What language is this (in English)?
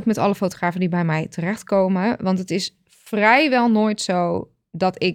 Dutch